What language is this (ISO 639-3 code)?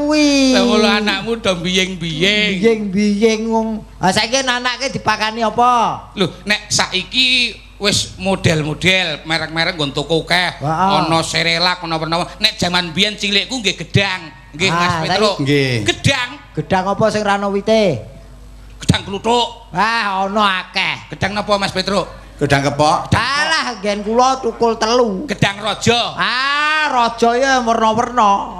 jav